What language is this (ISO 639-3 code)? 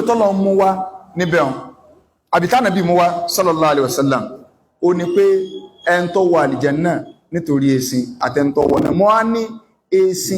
yor